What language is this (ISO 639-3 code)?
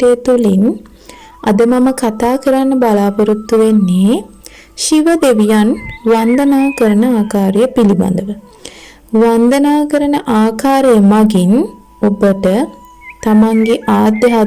sin